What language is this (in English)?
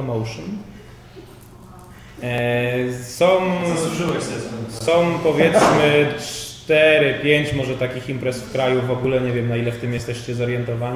Polish